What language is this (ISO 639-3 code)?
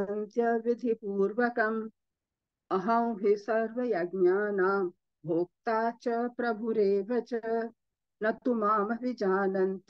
san